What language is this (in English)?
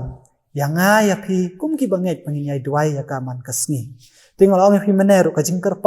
Khasi